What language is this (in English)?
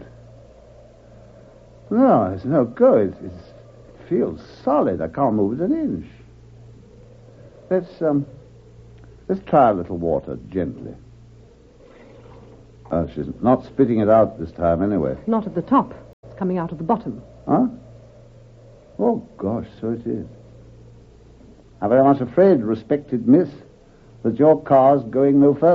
English